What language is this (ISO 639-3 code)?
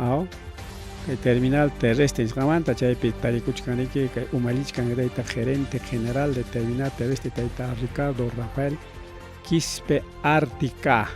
quy